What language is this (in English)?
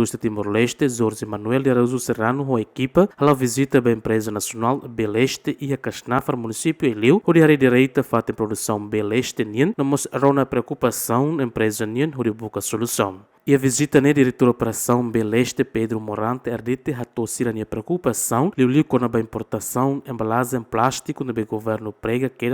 Tetum